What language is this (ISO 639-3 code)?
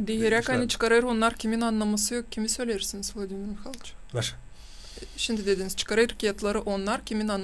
gag